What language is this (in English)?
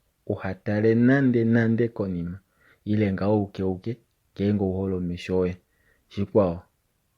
Kuanyama